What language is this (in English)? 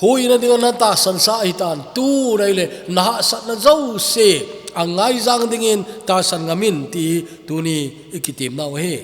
Thado Chin